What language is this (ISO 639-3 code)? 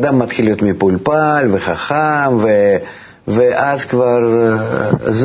heb